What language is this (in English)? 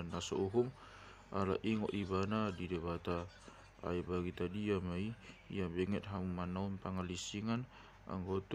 Batak Toba